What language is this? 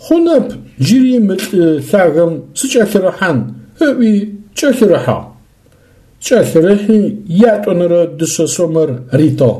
Adyghe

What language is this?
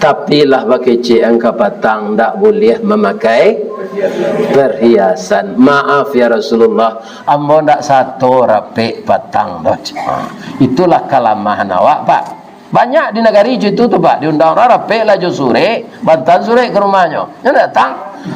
Minangkabau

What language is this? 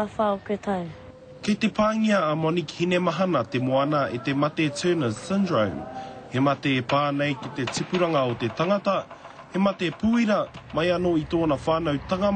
Māori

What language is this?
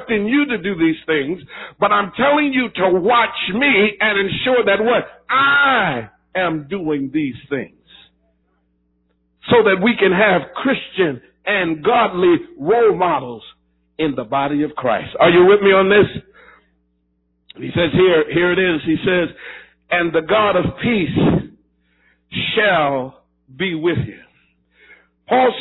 English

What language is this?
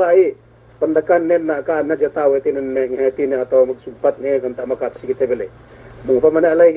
Yakan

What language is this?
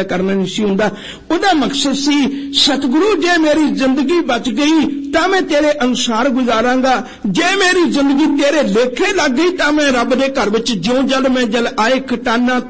Punjabi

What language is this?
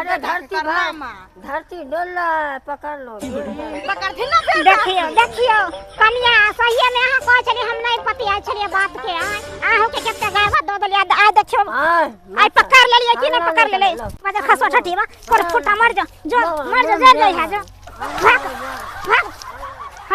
Maithili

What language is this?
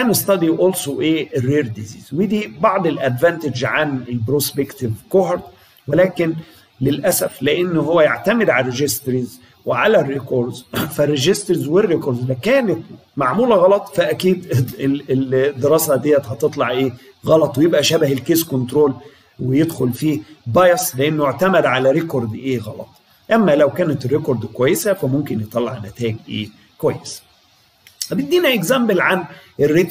Egyptian Arabic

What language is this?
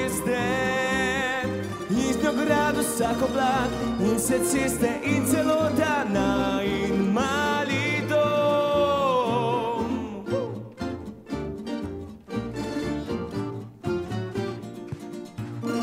Slovenian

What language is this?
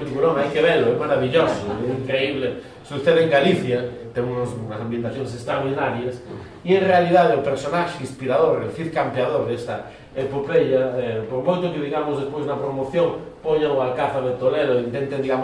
Galician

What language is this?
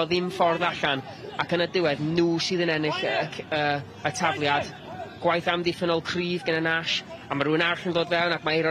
Welsh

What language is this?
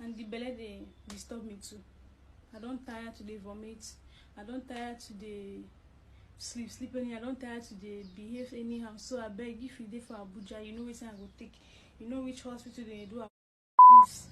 Nigerian Pidgin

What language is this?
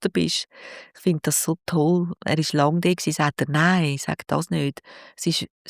Swiss German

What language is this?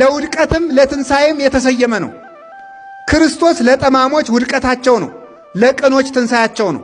Amharic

